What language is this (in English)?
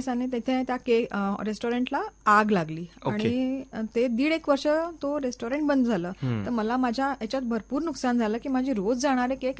Marathi